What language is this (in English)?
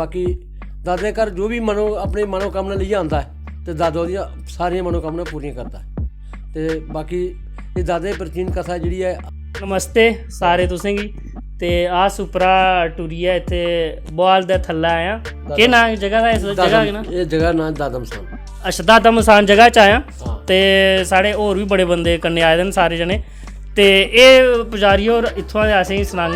Dogri